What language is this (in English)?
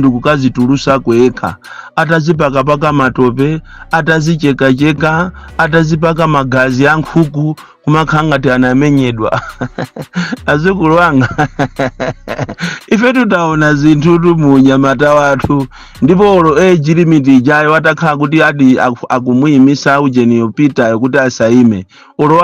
Nyanja